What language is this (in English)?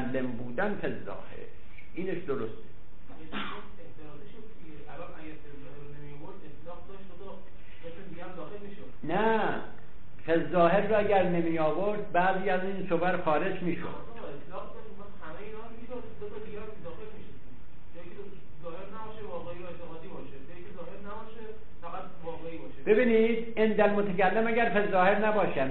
Persian